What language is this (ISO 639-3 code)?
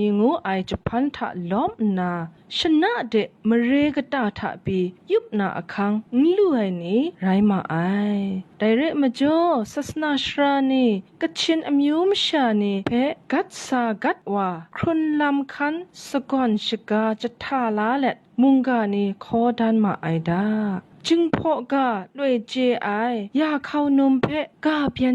kac